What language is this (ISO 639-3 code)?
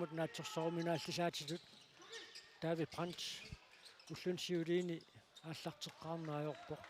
kal